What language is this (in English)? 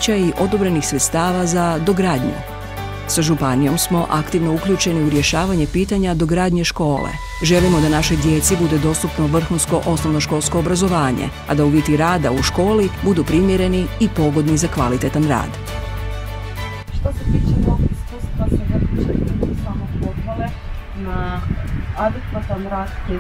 Croatian